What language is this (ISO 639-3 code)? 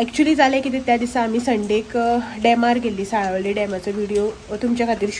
kok